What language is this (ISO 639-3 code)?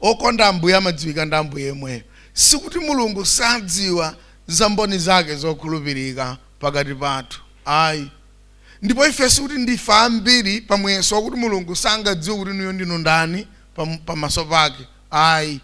nya